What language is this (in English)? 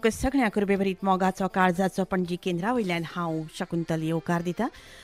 Konkani